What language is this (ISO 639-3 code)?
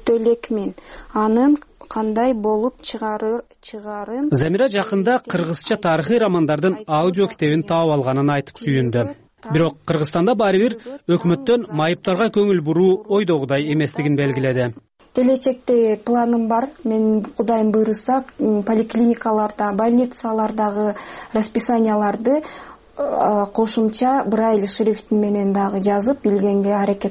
kir